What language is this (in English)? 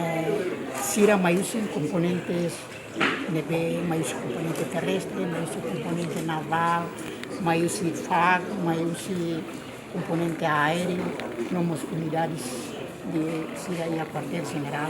Tetum